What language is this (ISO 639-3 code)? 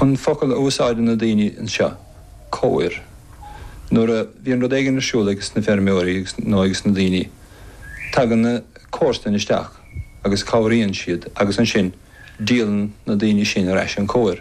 gle